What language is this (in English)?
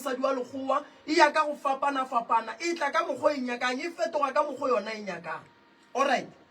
Northern Sotho